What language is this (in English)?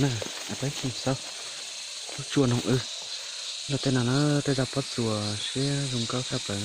Hmong